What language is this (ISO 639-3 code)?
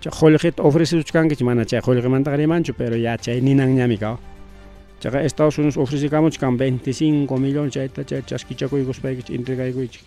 quy